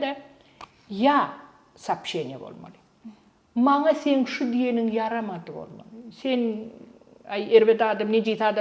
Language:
Turkmen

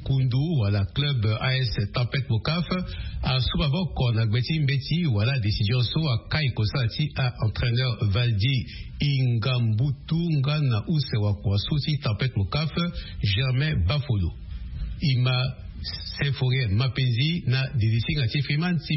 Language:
Sango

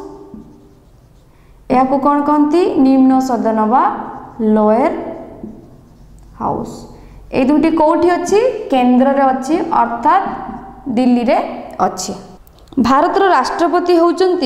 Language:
Odia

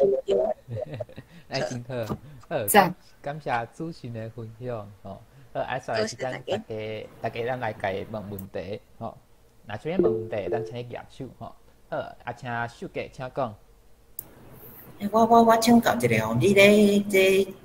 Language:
Min Nan Chinese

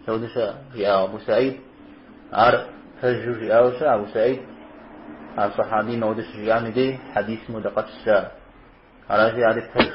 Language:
Kabardian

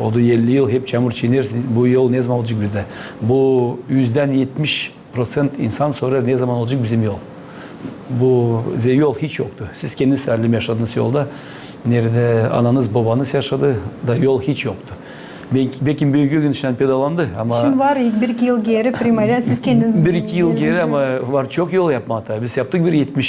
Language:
Gagauz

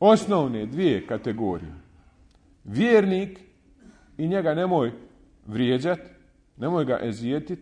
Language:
Bosnian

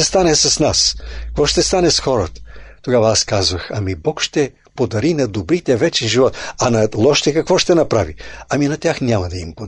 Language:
Bulgarian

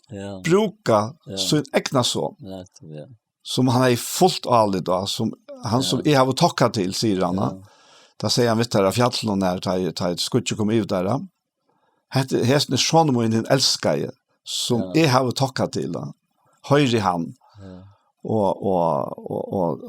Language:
Faroese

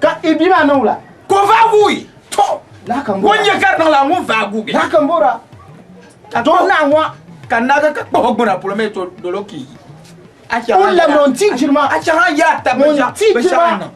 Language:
Dagbani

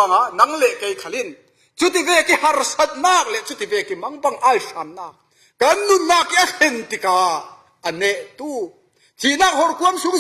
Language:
Falam Chin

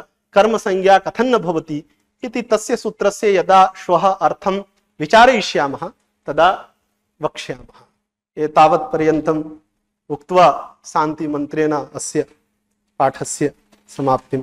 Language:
Sanskrit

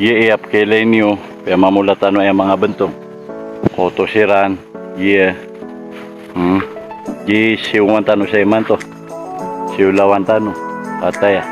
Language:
Maranao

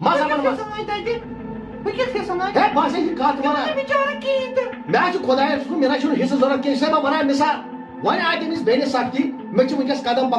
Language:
Kashmiri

